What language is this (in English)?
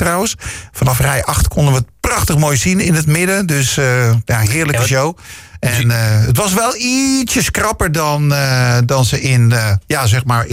Dutch